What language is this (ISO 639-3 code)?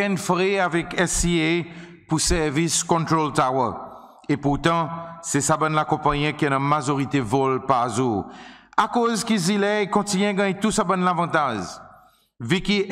crs